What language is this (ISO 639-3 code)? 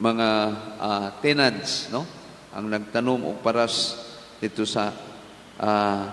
ceb